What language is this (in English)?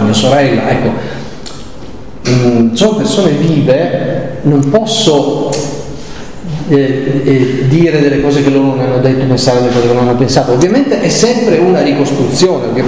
Italian